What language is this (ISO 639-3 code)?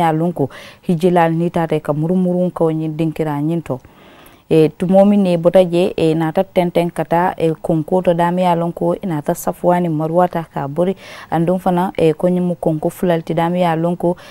man